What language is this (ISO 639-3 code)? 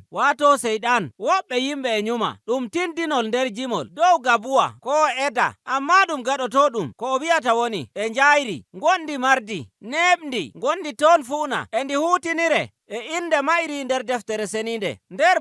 fuv